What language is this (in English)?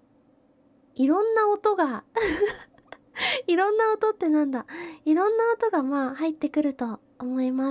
Japanese